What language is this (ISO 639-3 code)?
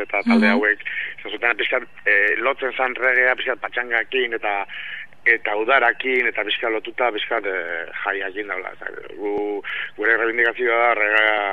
eus